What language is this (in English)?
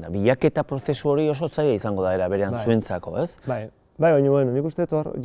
Basque